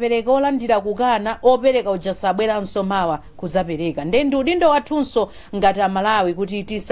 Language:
Nyanja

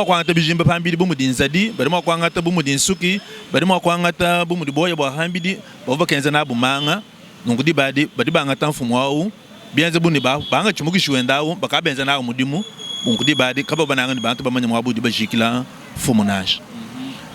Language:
Luba-Lulua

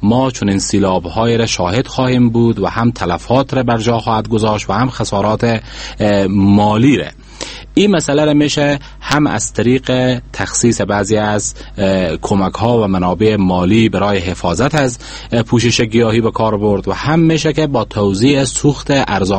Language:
Persian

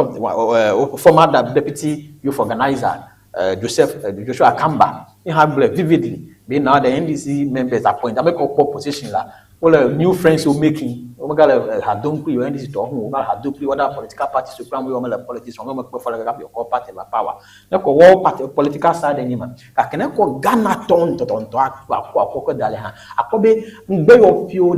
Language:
Ewe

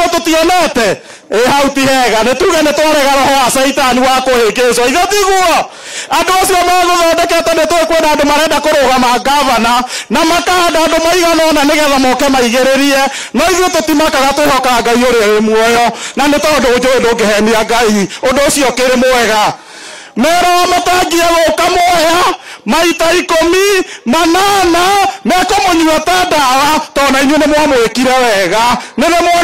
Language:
Kikuyu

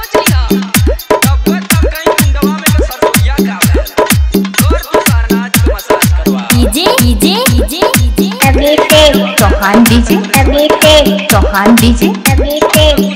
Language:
Bhojpuri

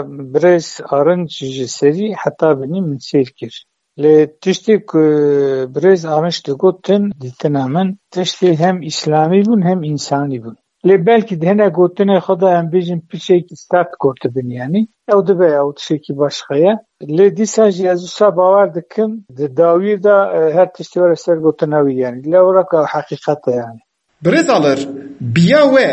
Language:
Kurdish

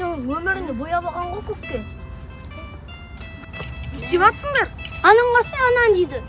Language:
Kazakh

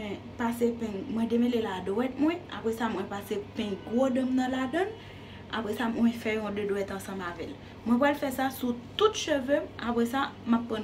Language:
Haitian Creole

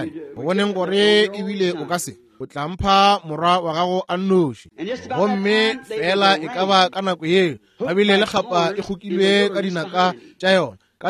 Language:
Northern Sotho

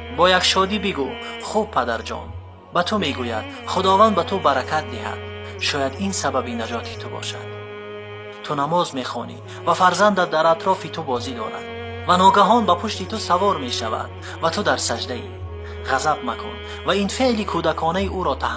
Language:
Tajik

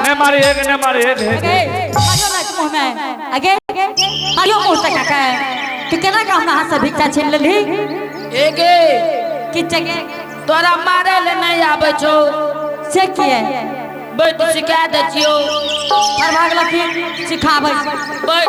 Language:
Angika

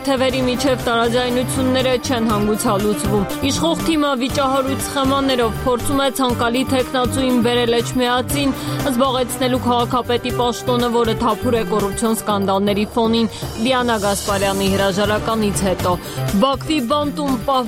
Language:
Armenian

